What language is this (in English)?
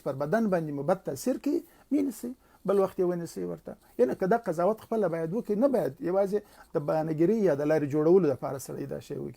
Pashto